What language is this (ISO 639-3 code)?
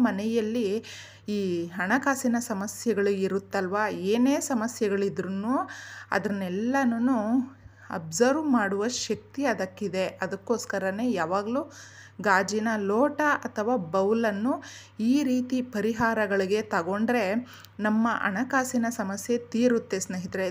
kan